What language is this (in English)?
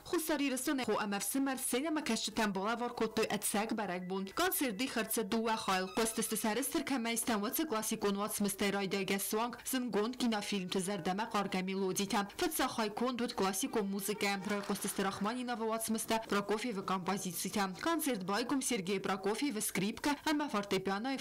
Ossetic